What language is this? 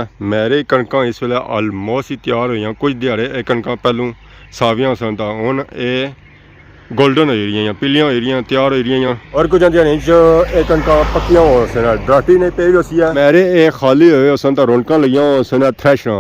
Pahari-Potwari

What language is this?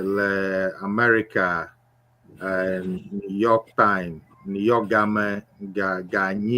Ewe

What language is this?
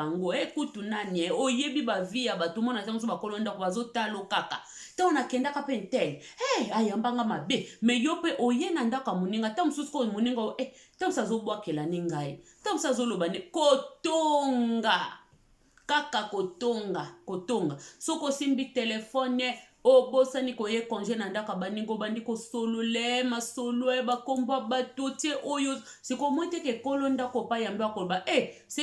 Lingala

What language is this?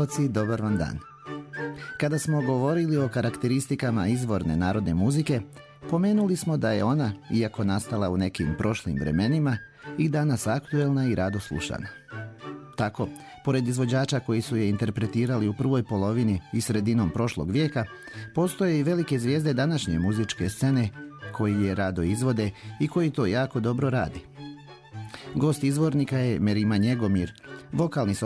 Serbian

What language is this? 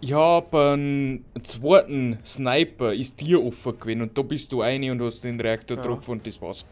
Bavarian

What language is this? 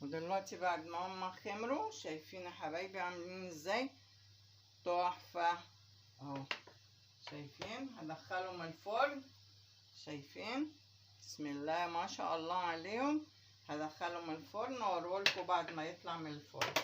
Egyptian Arabic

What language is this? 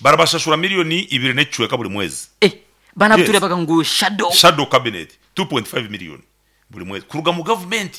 Nyankole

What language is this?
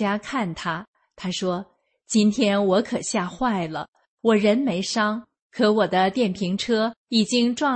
Chinese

